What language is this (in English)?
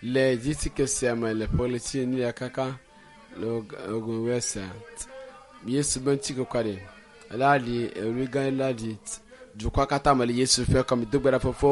Ewe